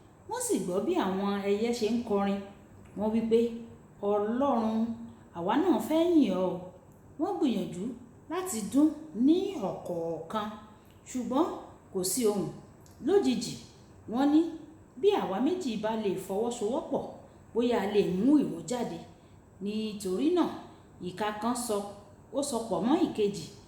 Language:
Yoruba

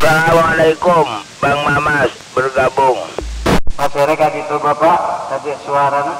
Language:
Madurese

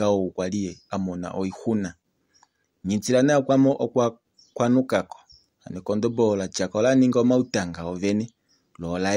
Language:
Kuanyama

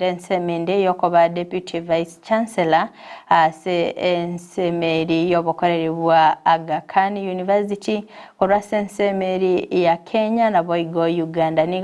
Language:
Gusii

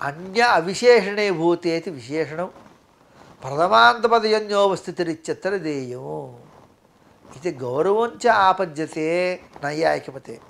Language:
Sanskrit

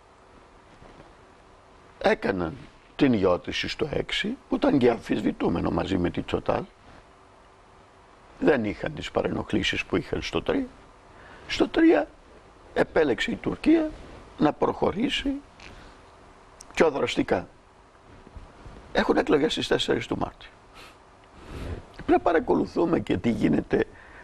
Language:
Greek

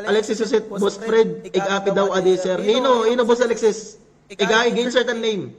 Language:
Waray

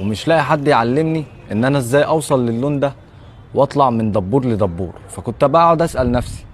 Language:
Egyptian Arabic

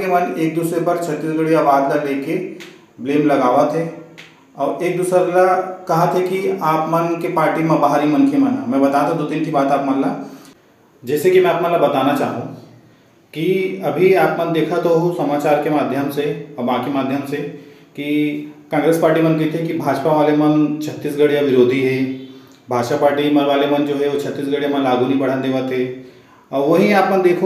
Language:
Chhattisgarhi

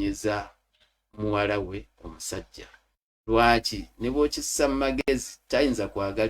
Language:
Ganda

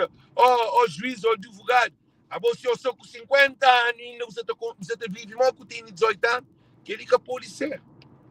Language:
Kabuverdianu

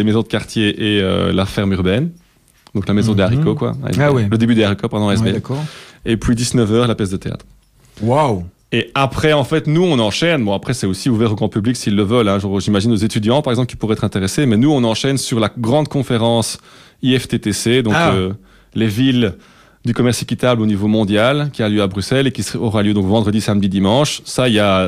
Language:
French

